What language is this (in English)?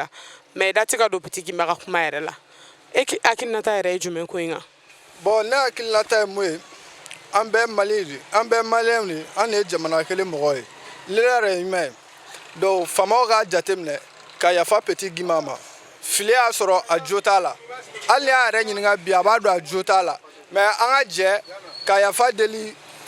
Bambara